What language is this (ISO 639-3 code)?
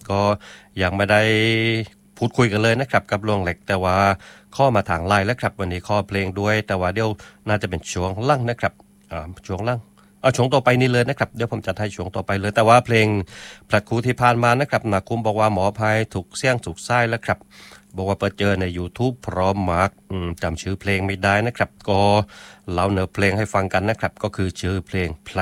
tha